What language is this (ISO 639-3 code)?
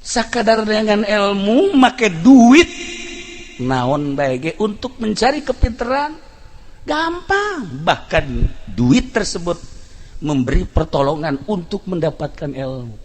sun